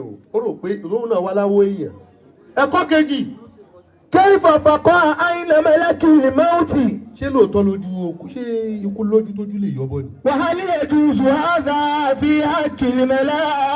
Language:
Yoruba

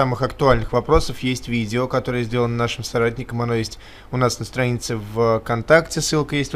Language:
Russian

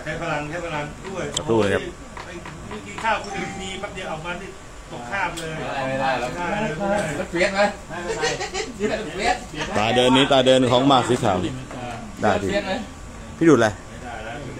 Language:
Thai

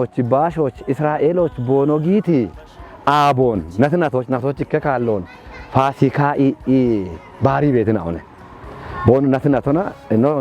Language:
Kafa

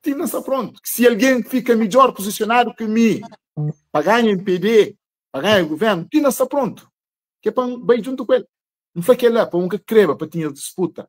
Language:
Kabuverdianu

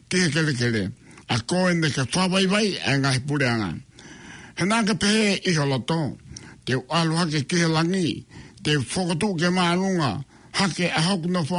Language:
Tongan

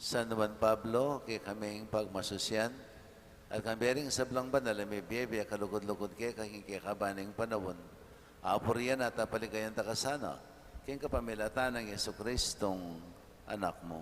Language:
Pampanga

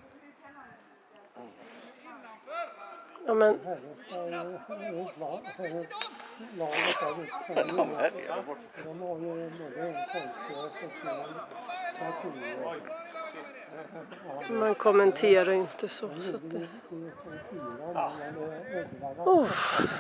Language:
Swedish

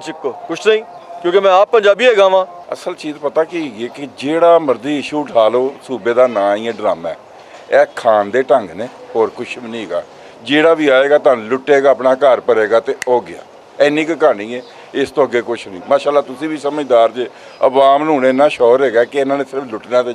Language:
Western Panjabi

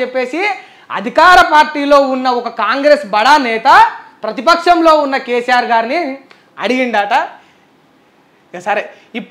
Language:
Telugu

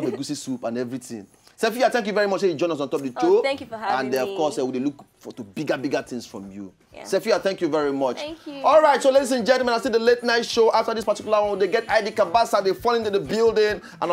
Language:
Nigerian Pidgin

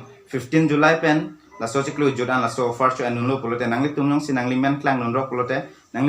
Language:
Karbi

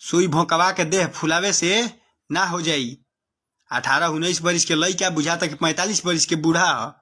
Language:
Bhojpuri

